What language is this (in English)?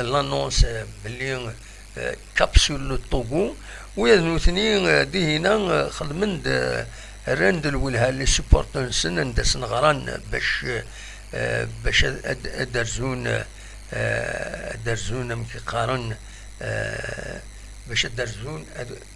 Kabyle